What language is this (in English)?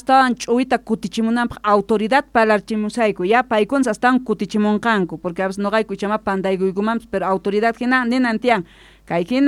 South Bolivian Quechua